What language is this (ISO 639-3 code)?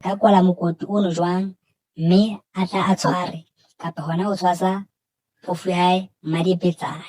sot